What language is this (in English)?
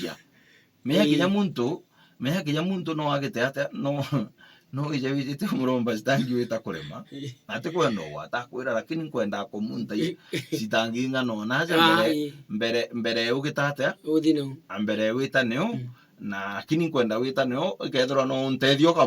Meru